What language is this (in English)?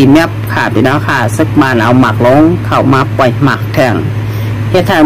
Shan